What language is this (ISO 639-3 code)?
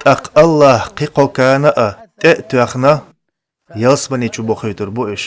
che